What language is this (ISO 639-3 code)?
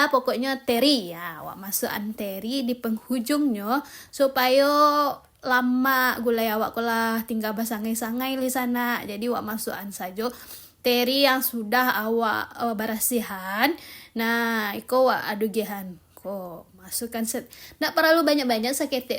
min